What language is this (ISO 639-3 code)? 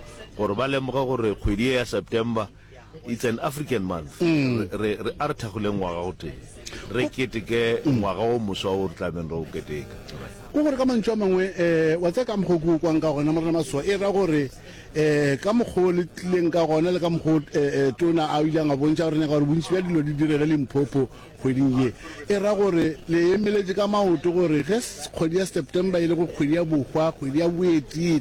nso